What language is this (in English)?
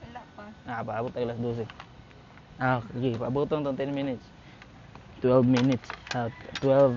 Cebuano